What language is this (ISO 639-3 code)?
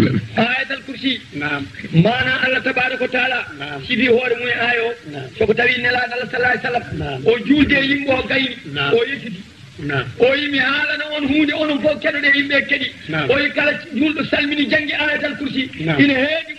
ful